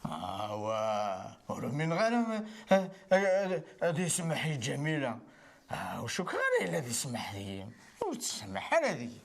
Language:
Kabyle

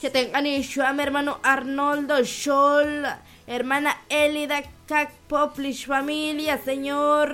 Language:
Kekchí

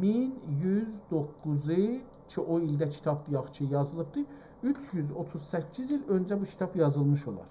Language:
South Azerbaijani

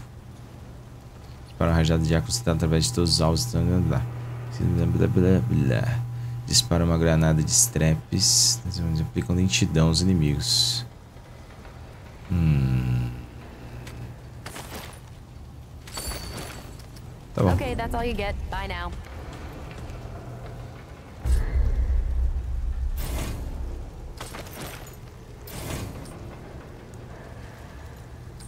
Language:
Portuguese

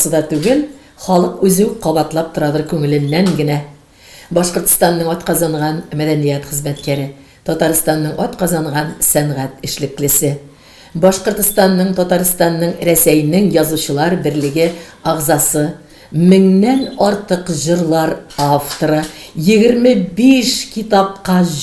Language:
Tatar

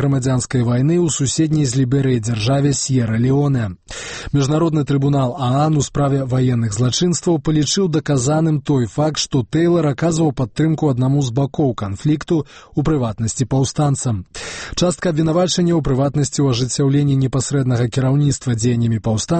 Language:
Belarusian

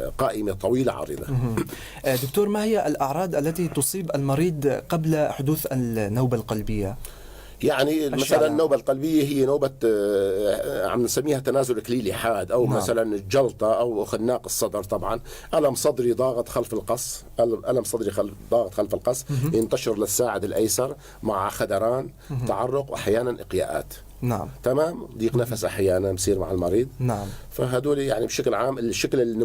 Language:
North Levantine Arabic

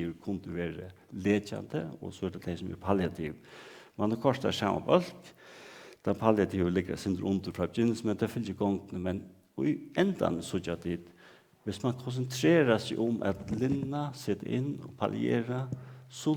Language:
Faroese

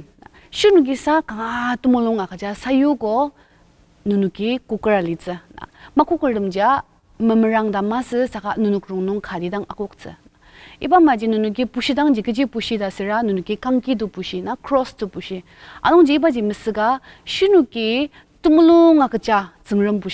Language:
Ao Naga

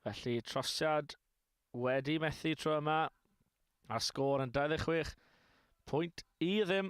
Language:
Welsh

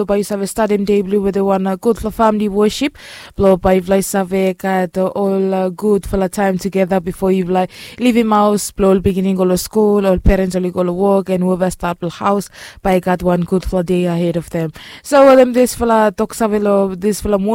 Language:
Bislama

